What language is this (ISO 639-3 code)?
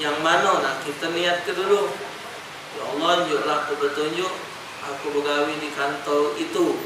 mui